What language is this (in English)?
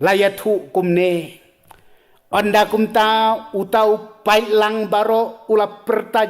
Khasi